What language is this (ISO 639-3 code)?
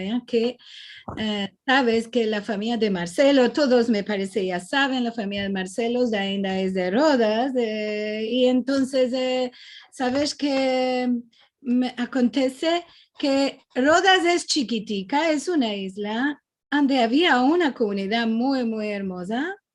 lad